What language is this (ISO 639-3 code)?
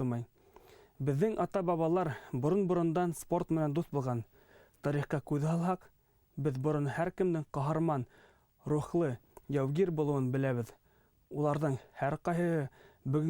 bak